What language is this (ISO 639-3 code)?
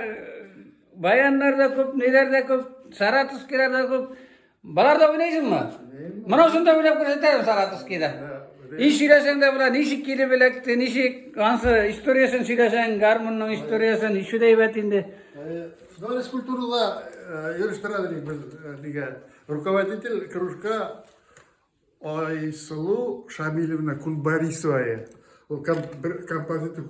tat